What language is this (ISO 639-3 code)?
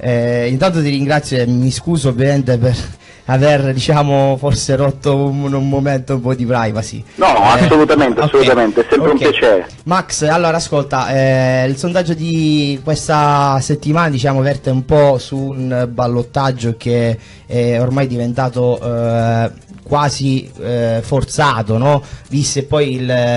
ita